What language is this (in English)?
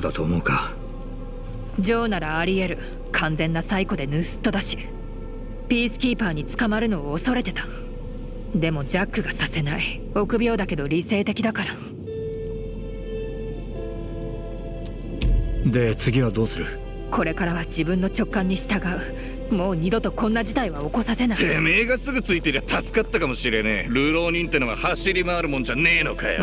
Japanese